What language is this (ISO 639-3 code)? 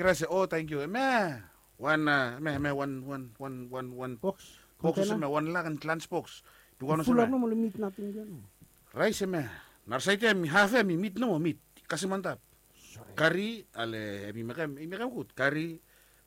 bis